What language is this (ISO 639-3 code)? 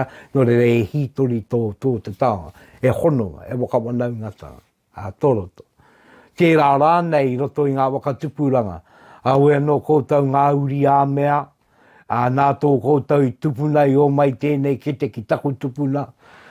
mri